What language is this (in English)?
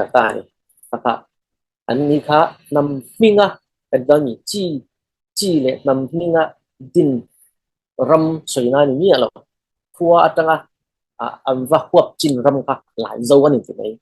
Falam Chin